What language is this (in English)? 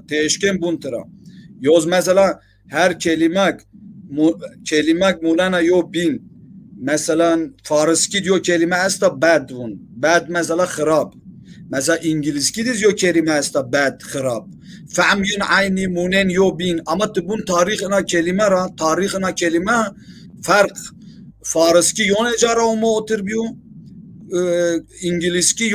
Zaza